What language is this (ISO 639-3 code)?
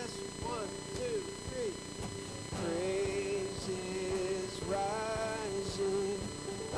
ewe